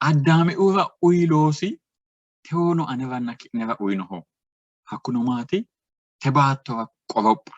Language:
Sidamo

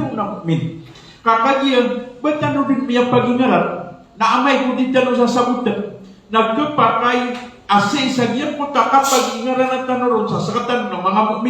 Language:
Maranao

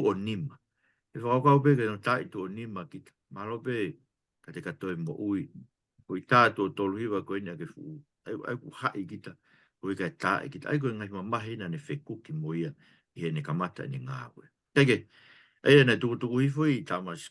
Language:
Tongan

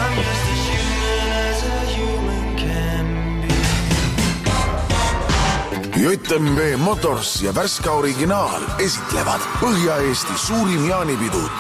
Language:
Estonian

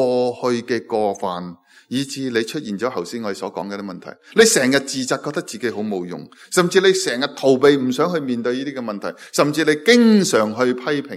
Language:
Cantonese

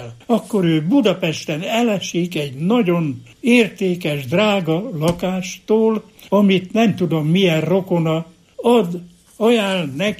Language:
Hungarian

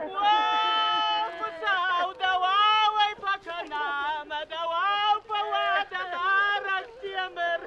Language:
Ossetic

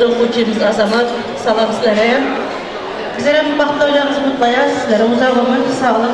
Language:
Turkmen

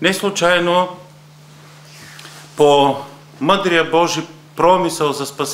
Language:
Bulgarian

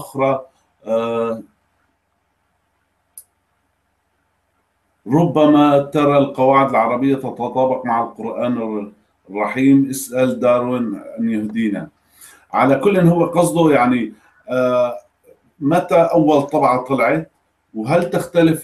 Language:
Arabic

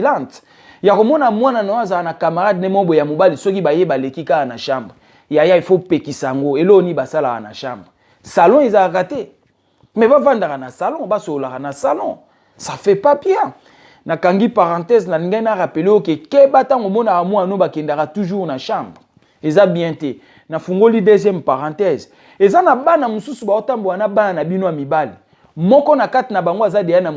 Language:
Lingala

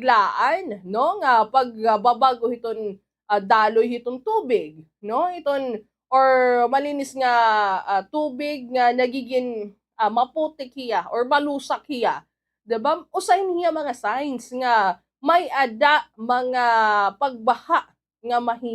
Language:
Waray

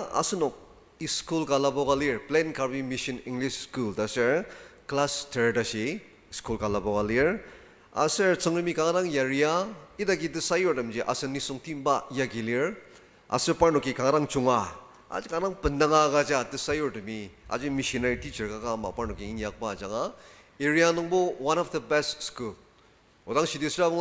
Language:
Ao Naga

